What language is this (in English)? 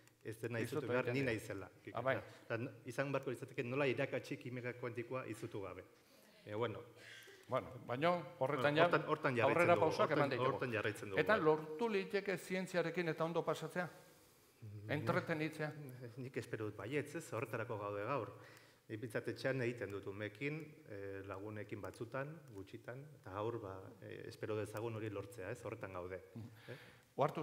Basque